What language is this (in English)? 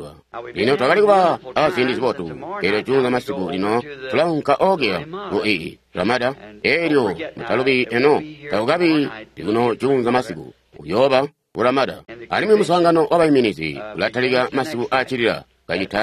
Tonga (Zambia)